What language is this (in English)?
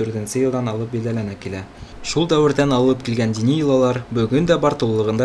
Bashkir